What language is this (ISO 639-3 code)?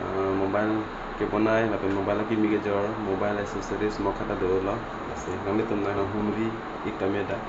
mjw